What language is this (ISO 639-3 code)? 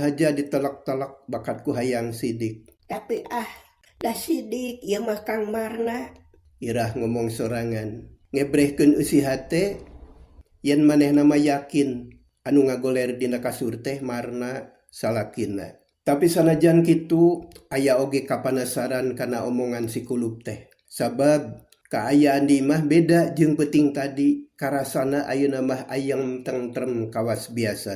sun